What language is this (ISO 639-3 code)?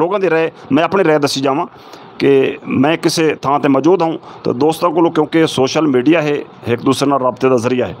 skr